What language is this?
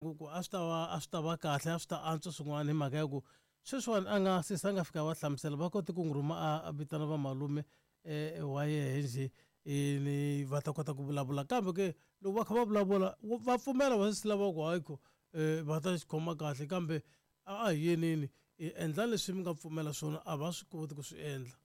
Tsonga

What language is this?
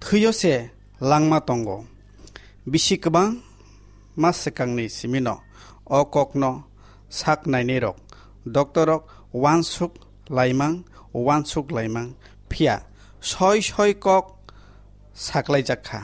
Kok Borok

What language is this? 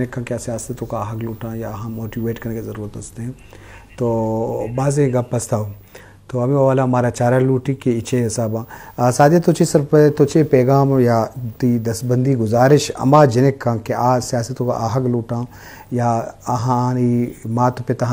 Baluchi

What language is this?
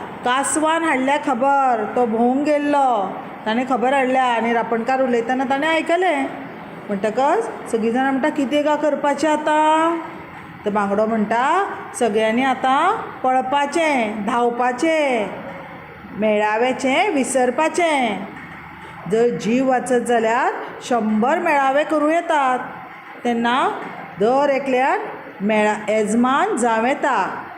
Konkani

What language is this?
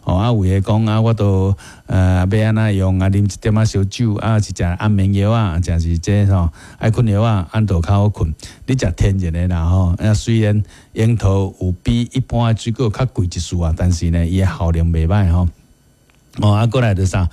Min Nan Chinese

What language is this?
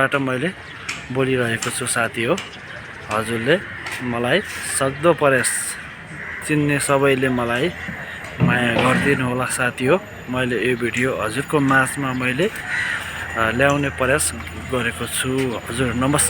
Nepali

